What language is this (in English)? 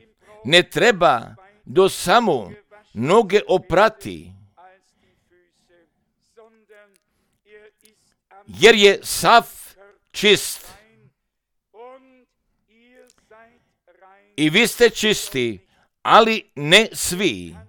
Croatian